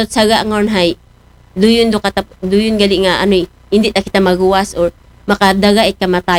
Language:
Aklanon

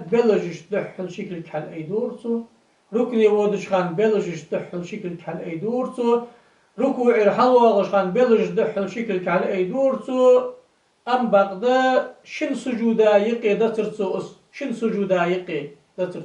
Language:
Ingush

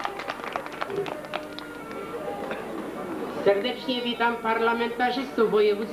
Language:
Polish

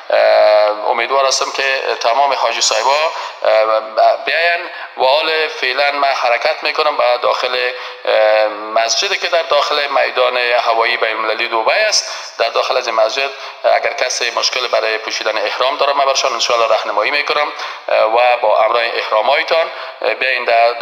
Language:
Persian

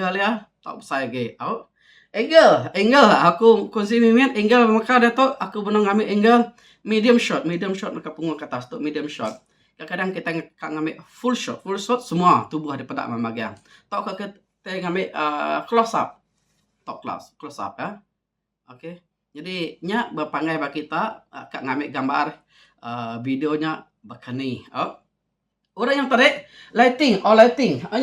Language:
Iban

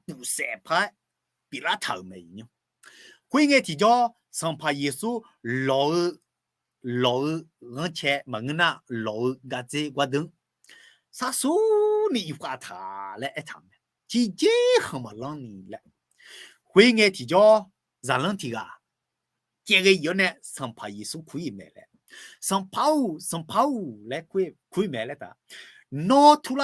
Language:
Akha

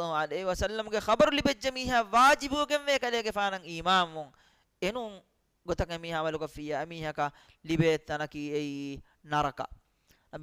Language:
Divehi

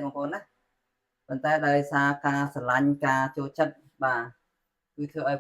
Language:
Khmer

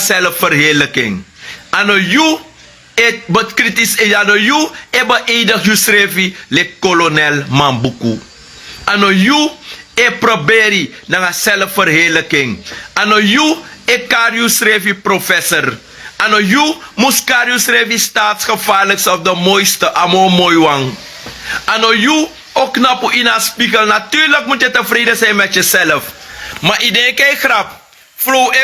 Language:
Sranan Tongo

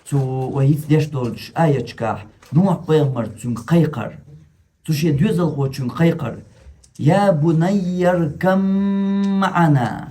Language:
Chechen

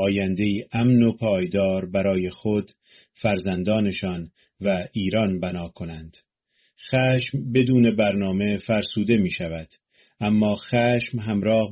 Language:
Persian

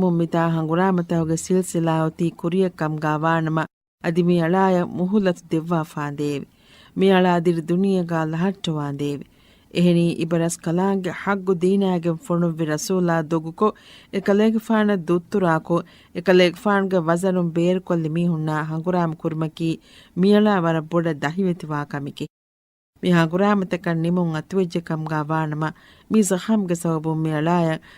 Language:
Divehi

